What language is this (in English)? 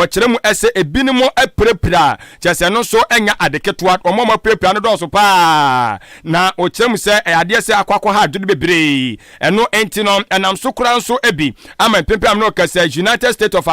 Akan